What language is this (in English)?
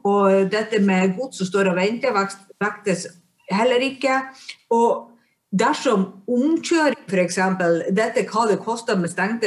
Norwegian